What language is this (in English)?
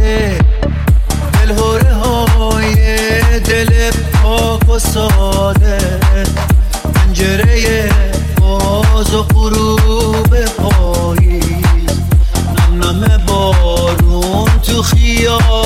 Persian